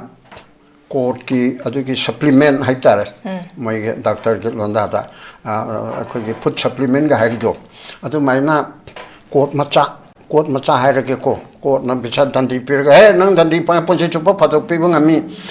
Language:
Manipuri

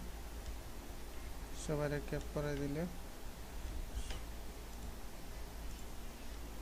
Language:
Bangla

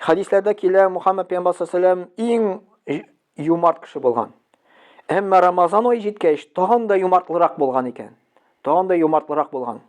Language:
Tatar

